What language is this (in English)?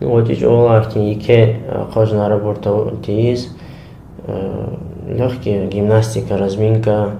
Lezghian